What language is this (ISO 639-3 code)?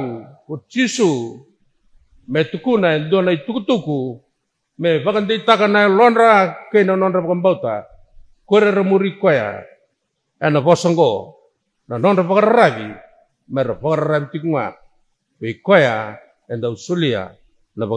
fij